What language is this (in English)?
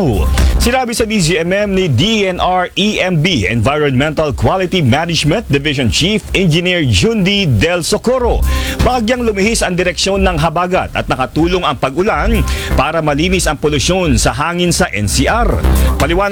Filipino